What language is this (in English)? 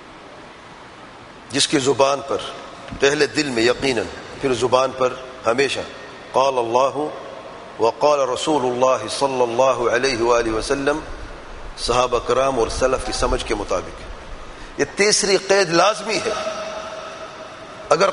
Urdu